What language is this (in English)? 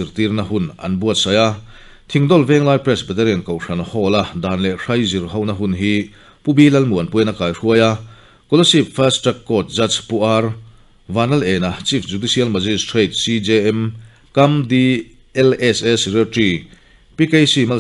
Mizo